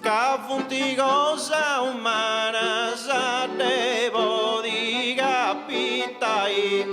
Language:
Sardinian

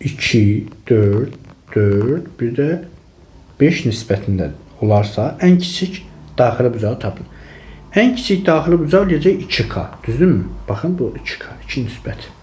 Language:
Azerbaijani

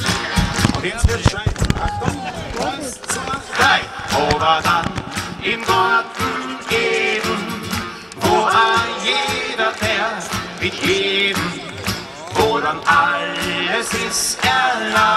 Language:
German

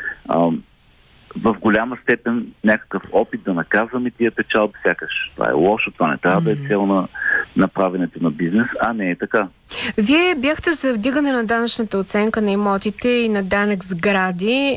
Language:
Bulgarian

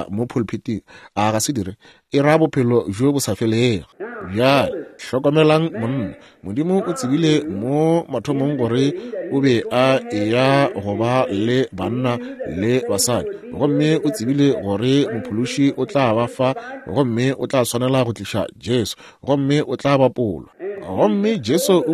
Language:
Northern Sotho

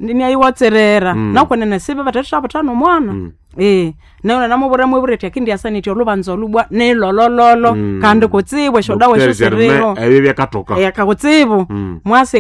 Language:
Nande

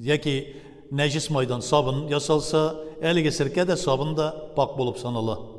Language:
Tatar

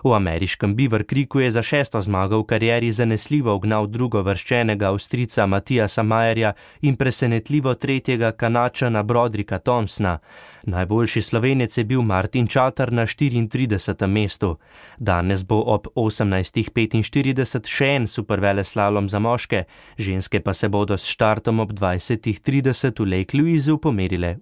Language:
Slovenian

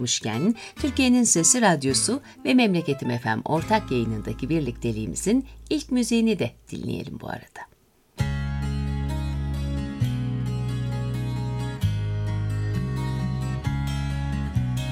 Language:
Turkish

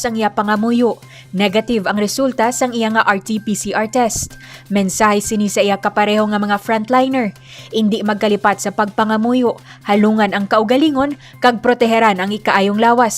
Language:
Hiligaynon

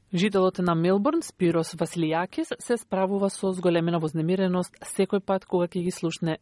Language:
Macedonian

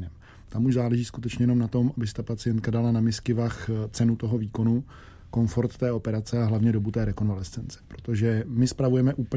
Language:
Czech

